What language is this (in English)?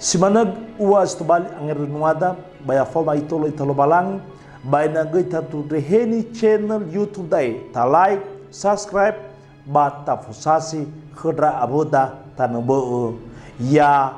Nias